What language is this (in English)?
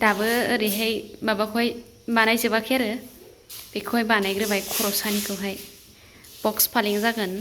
Bodo